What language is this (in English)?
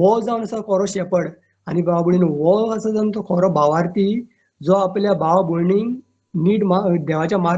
Konkani